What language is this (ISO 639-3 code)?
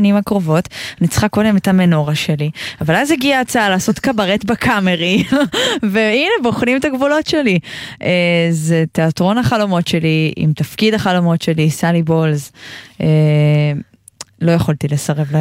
heb